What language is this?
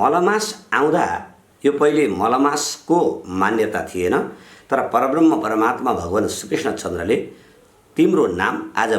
Nepali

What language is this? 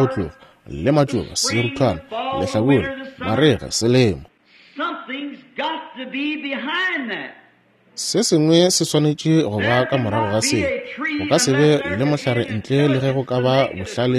Northern Sotho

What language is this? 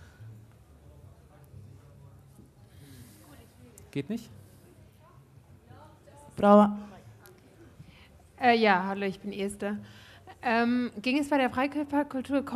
German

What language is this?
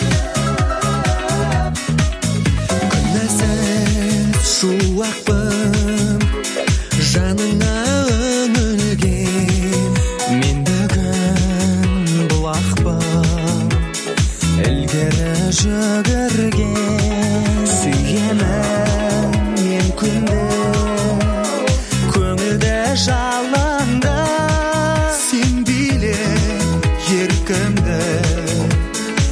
Kazakh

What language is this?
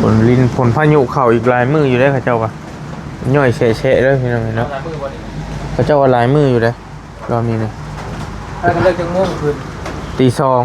Northeastern Thai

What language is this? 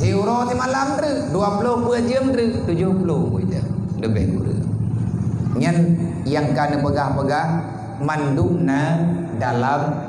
Achinese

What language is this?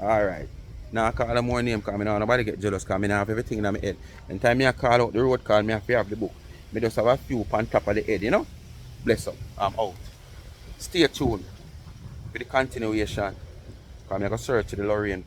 Jamaican Creole English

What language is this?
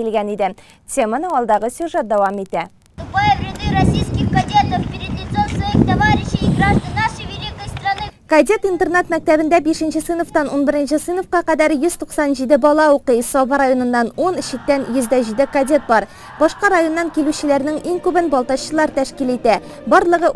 Tatar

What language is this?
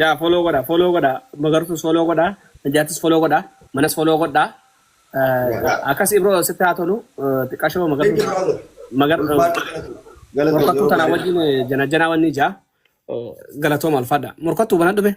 Oromo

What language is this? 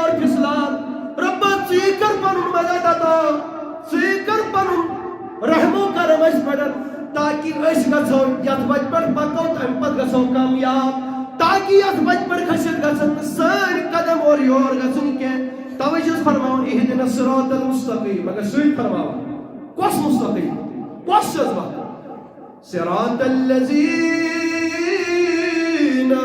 Kashmiri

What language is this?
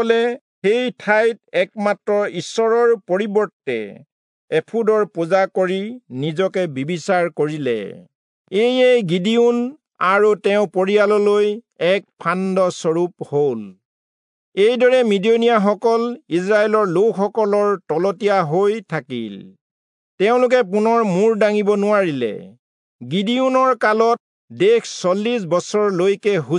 Assamese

